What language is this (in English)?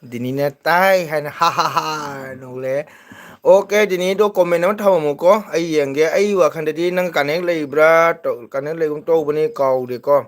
Manipuri